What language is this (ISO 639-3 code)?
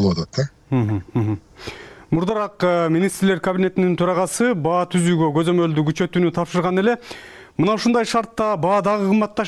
kir